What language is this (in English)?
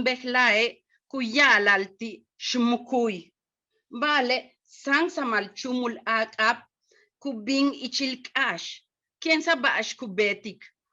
Yucateco